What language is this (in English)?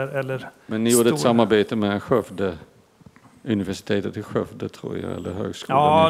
Swedish